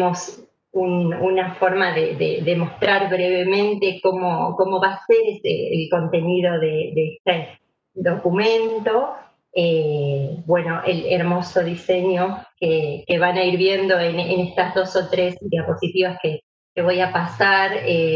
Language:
Spanish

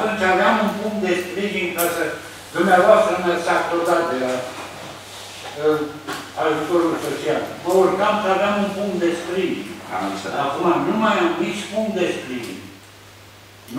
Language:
Romanian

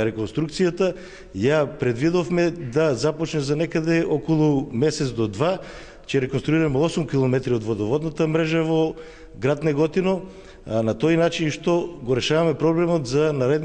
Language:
Macedonian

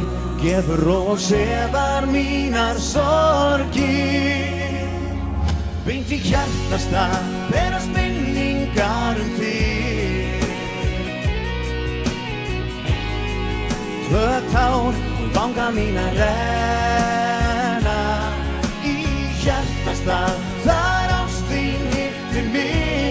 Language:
Icelandic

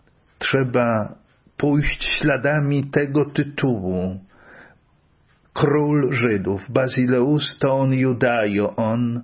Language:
Polish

